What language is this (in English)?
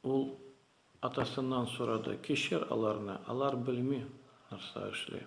Tatar